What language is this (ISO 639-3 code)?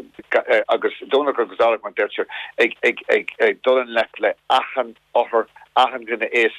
gle